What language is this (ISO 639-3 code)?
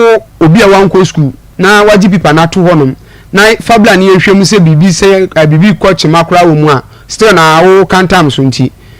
aka